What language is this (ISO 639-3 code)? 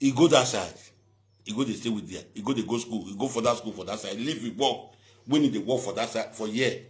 pcm